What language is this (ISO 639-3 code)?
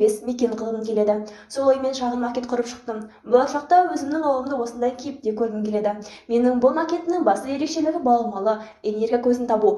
kaz